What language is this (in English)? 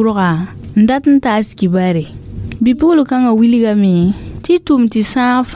Mossi